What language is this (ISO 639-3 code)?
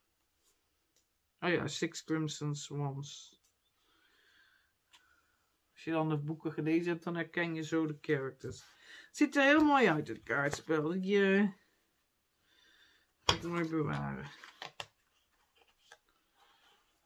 nld